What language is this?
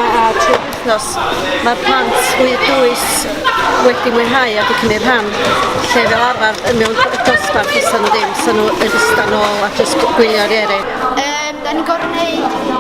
Welsh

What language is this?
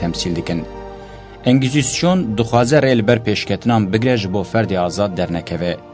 Kurdish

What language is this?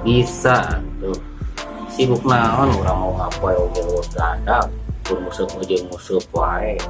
Sundanese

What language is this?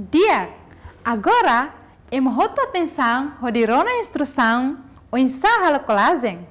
Tetum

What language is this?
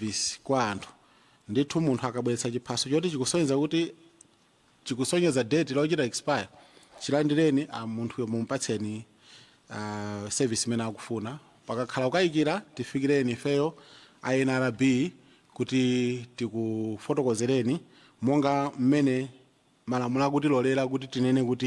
Nyanja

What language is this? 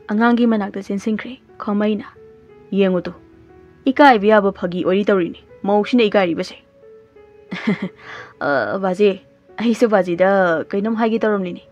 Manipuri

